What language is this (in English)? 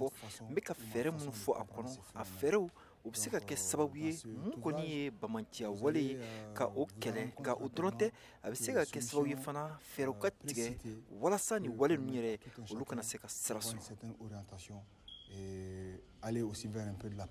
Bambara